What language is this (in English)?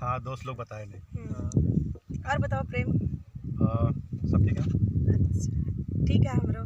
Awadhi